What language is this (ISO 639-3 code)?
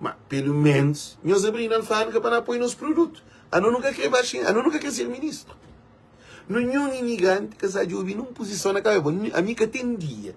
kea